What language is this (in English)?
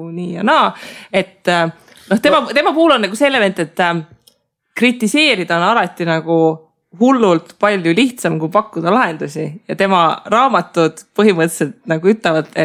Estonian